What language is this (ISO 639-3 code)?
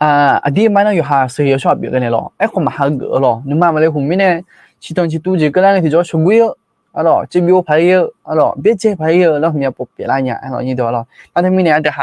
ahk